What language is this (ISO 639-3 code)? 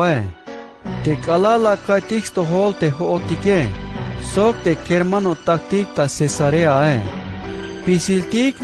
tzh